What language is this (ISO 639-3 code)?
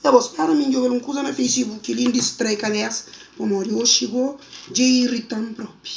kea